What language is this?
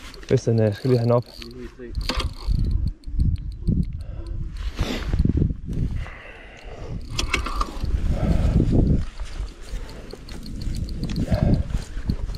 Danish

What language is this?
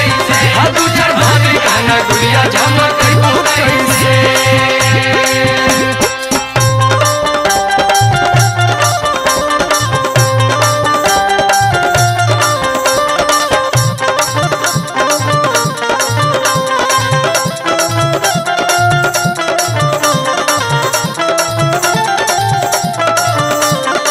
Bhojpuri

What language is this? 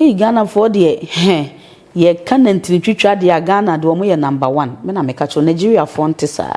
Akan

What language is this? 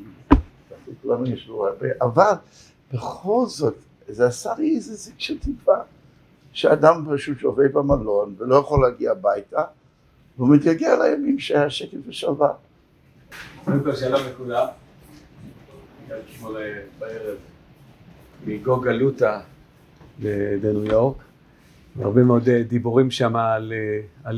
Hebrew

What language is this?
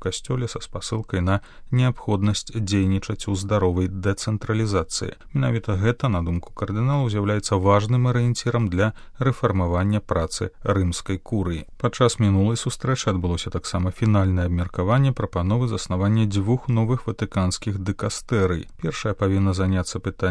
Belarusian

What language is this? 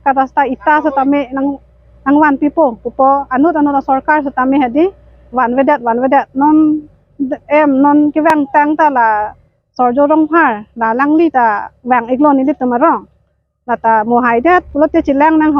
Karbi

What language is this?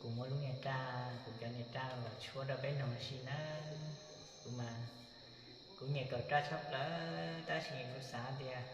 Hmong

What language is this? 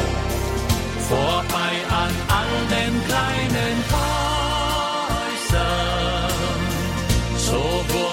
German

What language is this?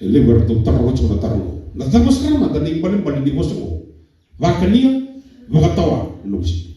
Fijian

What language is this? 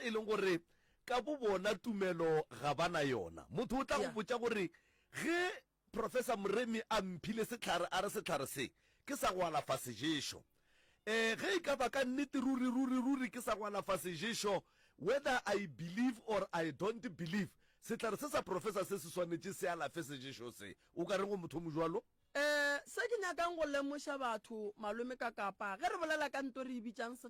Northern Sotho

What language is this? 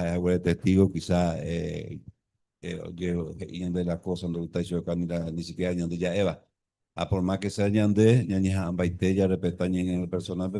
Guarani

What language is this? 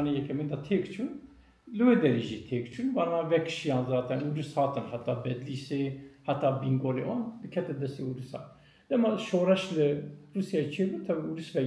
Kurdish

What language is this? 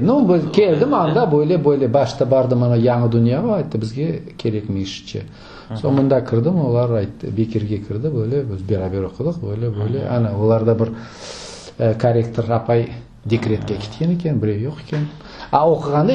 Crimean Tatar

